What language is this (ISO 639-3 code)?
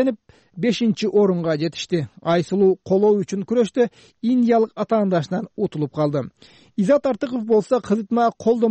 kir